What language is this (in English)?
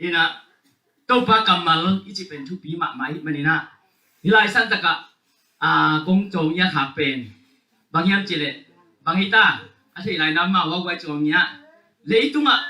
Tedim Chin